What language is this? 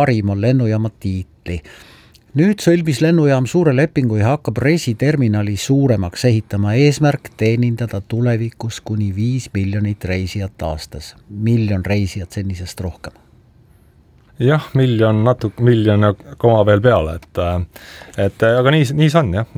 Estonian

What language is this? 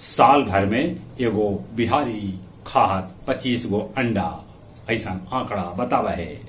Magahi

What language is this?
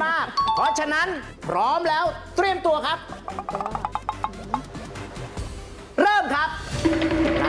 Thai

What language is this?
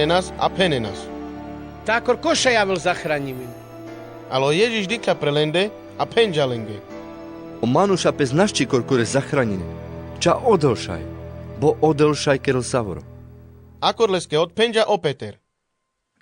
Carpathian Romani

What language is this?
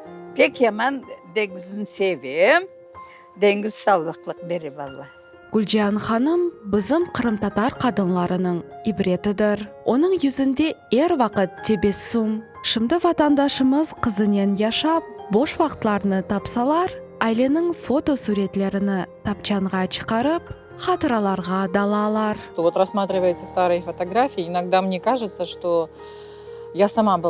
Crimean Tatar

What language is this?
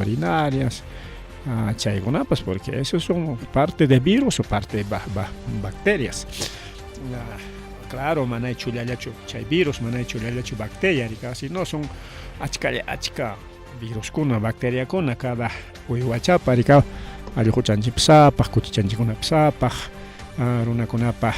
Ayacucho Quechua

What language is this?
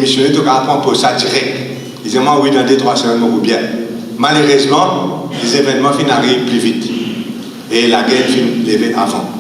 Morisyen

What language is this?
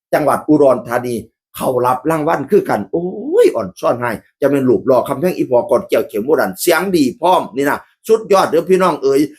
Northeastern Thai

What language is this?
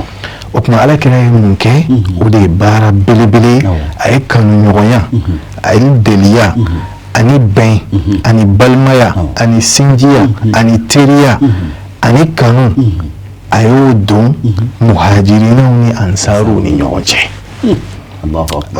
Bambara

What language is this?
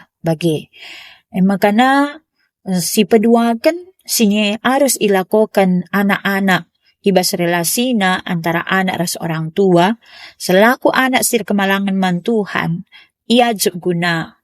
Batak Karo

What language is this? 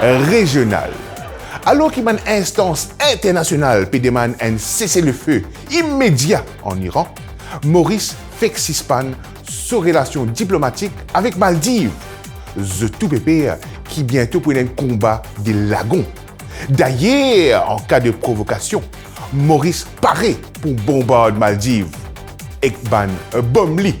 Morisyen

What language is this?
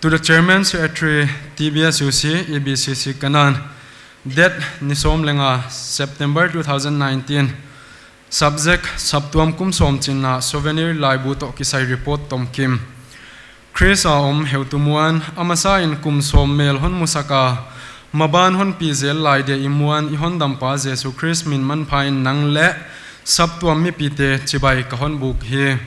Paite Chin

